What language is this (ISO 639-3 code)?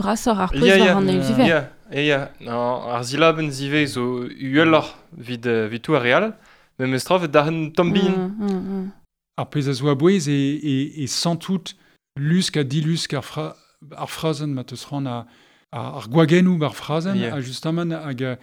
bre